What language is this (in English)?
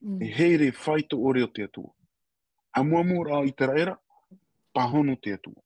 Tahitian